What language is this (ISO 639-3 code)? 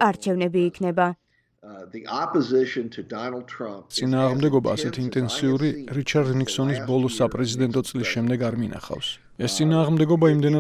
kat